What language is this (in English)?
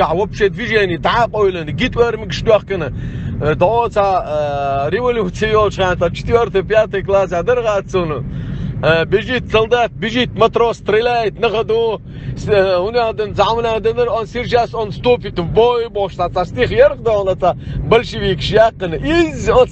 Chechen